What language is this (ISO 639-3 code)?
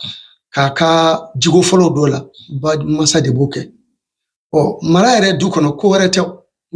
bam